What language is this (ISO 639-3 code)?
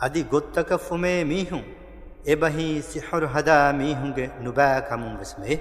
div